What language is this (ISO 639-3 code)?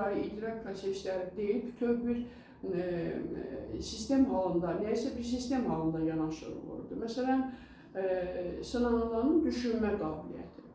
aze